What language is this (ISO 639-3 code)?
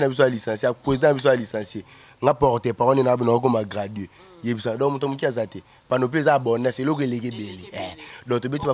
lin